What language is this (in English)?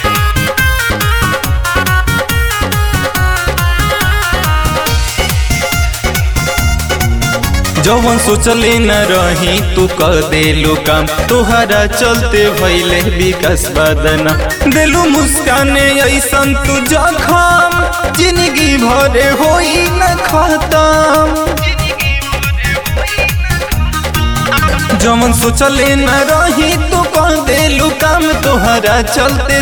Bhojpuri